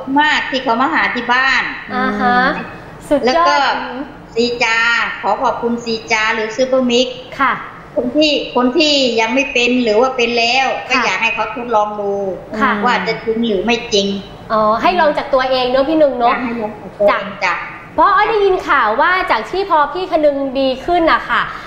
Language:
Thai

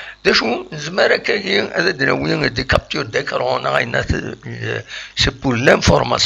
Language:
Kabyle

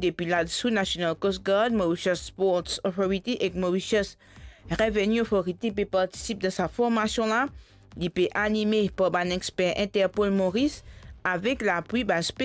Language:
Morisyen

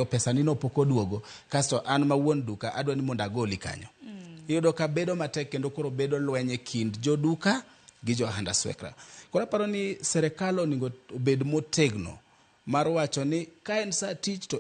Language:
Luo (Kenya and Tanzania)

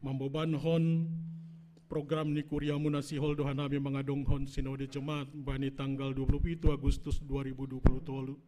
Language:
Batak Simalungun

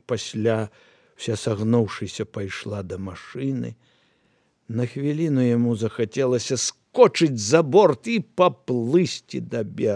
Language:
Belarusian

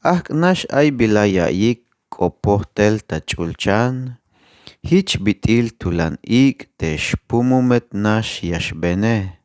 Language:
Tzeltal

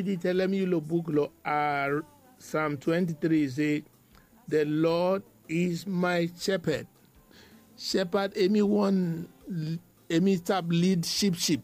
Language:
Bislama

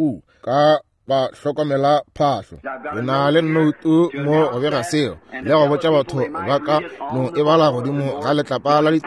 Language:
Northern Sotho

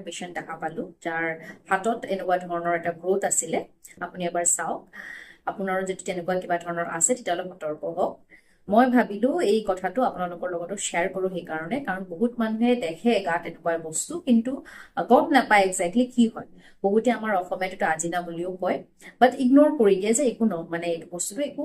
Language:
Assamese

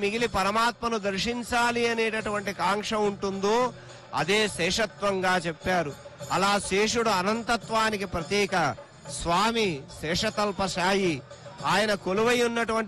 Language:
Telugu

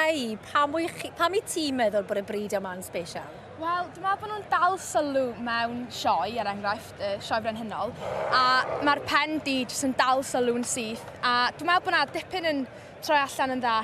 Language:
Welsh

